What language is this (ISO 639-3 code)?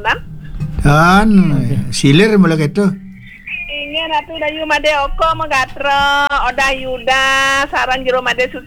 ban